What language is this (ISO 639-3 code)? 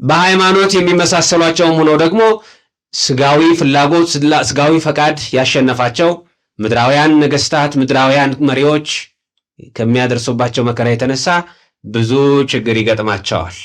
amh